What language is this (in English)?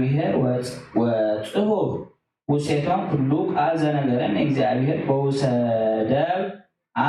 Geez